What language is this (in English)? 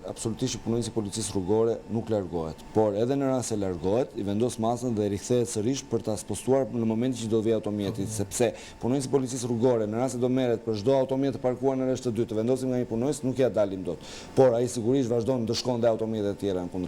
Albanian